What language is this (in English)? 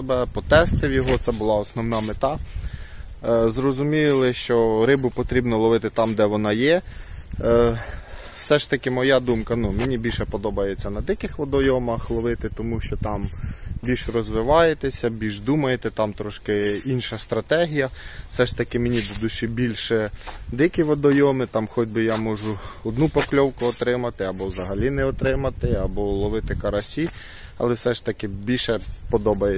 Ukrainian